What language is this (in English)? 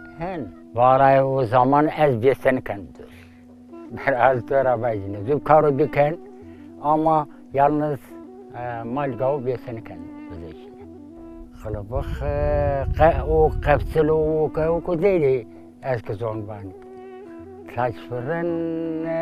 Zaza